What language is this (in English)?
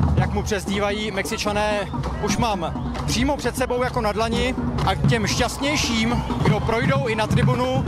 Czech